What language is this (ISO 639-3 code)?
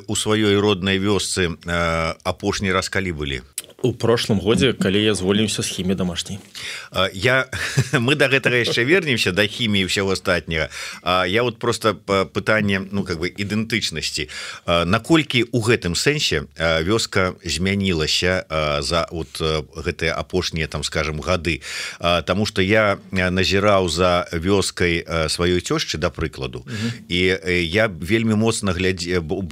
bel